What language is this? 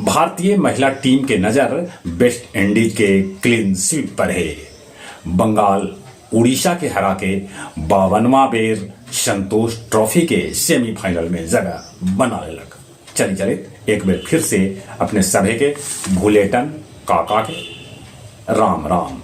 Magahi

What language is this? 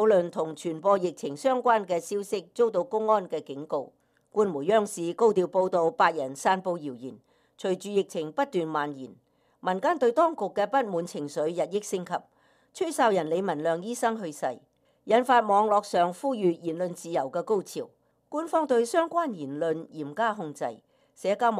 Cantonese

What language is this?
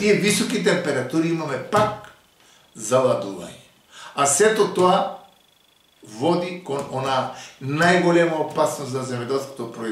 Macedonian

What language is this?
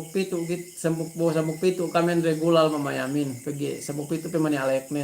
Yakan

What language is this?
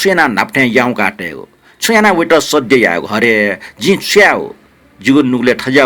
Newari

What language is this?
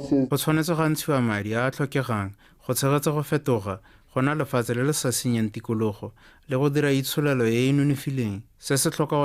Tswana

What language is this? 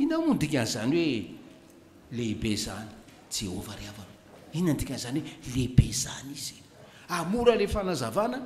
Malagasy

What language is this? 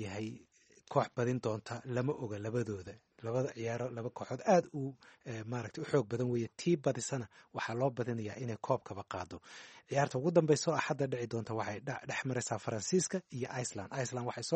Somali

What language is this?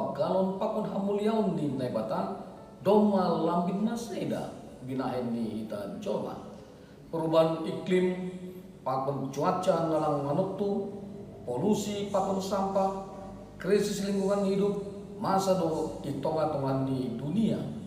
Batak Simalungun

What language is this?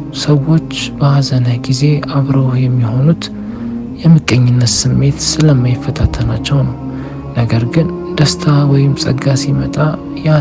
Amharic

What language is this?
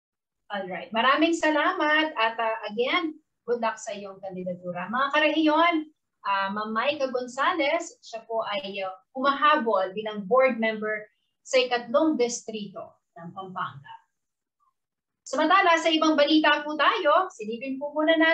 Filipino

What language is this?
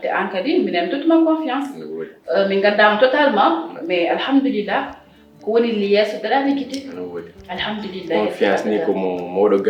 Fula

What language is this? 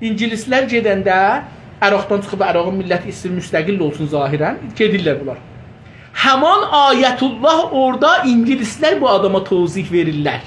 South Azerbaijani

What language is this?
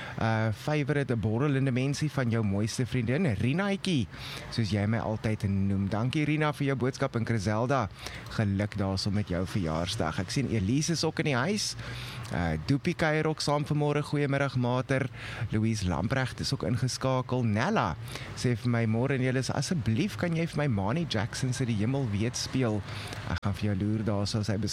Afrikaans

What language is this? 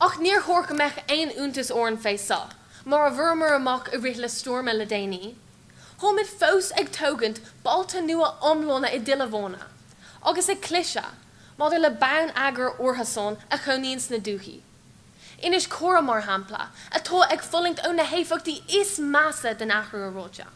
Irish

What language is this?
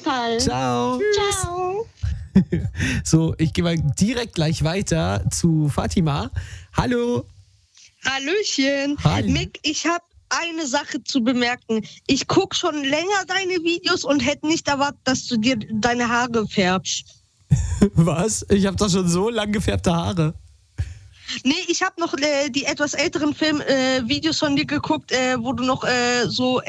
German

